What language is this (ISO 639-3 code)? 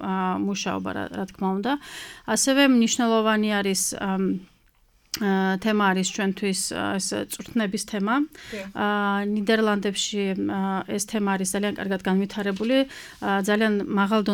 kat